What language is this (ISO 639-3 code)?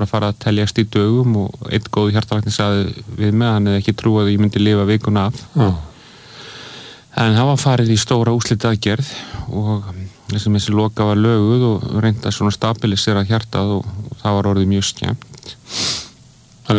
isl